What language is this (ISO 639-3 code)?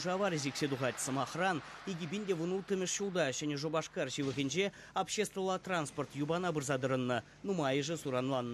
chv